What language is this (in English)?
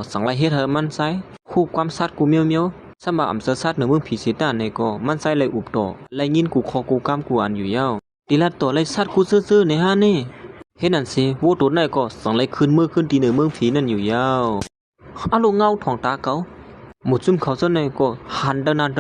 Shan